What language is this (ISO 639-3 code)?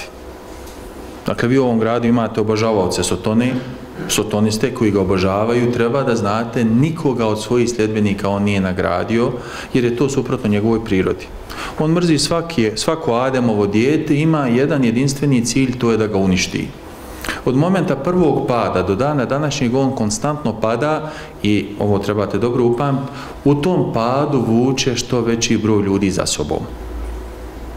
bos